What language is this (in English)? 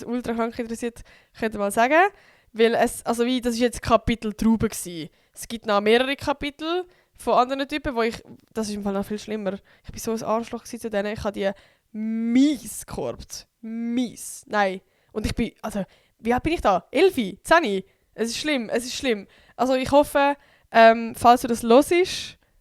Swiss German